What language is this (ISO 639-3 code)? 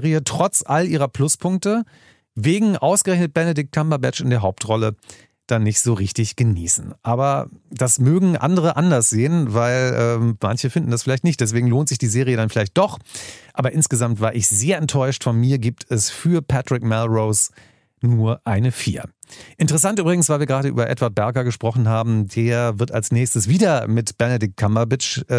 deu